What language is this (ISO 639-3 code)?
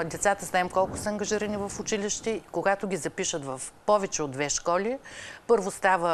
bul